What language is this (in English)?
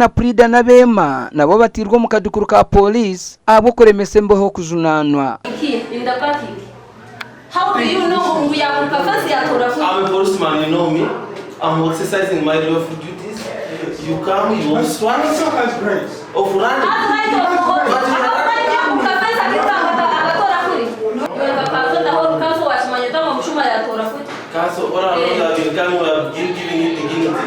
Nyankole